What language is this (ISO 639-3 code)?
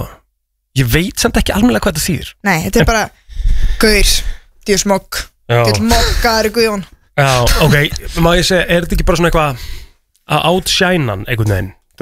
isl